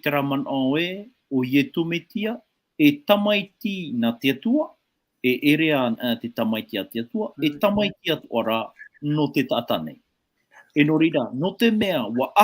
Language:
Tahitian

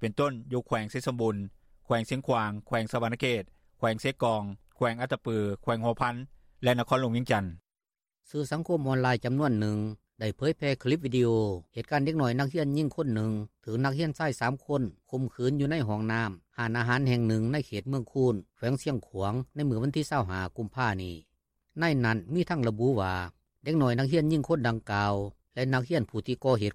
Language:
Lao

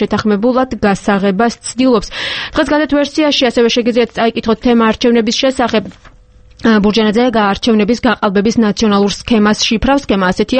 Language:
Georgian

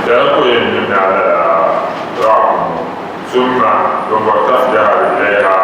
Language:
Dagbani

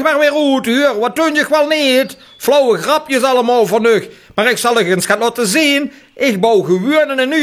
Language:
Limburgish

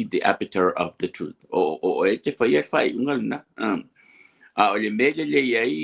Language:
Samoan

